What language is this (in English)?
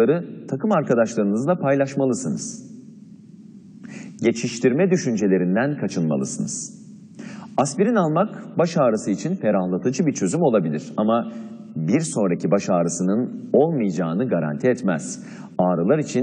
Turkish